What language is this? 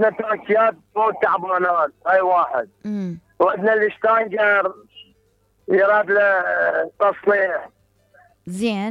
Mesopotamian Arabic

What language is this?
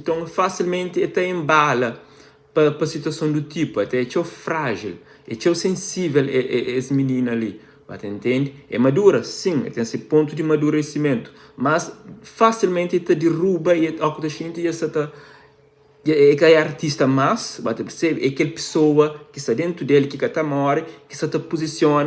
Kabuverdianu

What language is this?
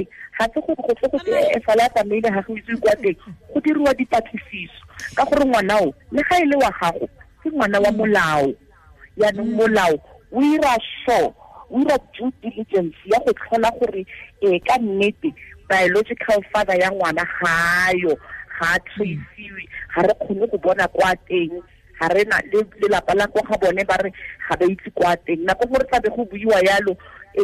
Tswana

